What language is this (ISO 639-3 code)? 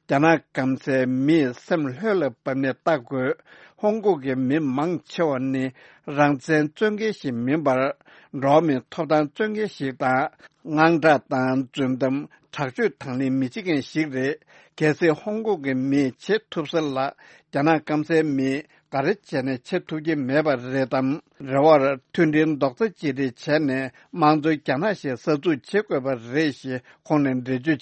bod